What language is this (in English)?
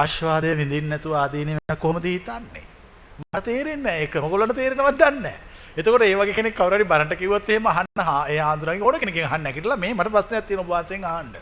Sinhala